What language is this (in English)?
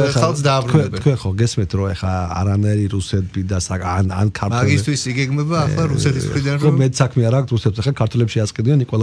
Georgian